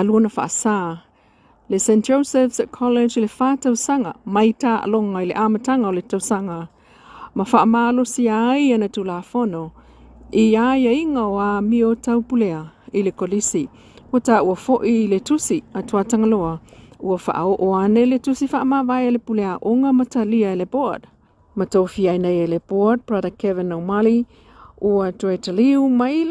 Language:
Samoan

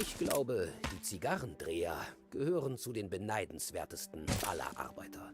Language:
Bavarian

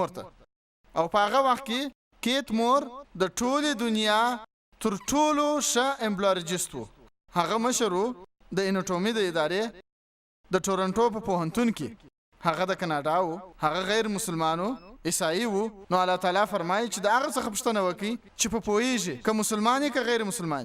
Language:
Pashto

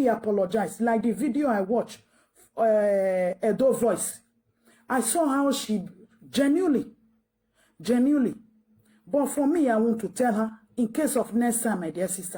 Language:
Nigerian Pidgin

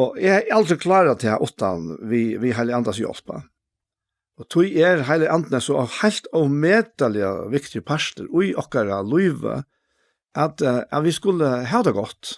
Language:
Faroese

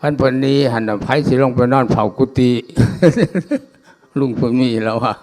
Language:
Lao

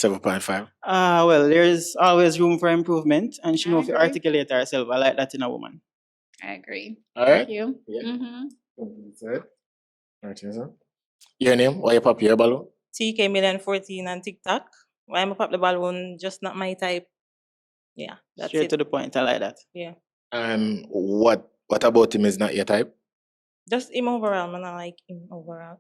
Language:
Jamaican Creole English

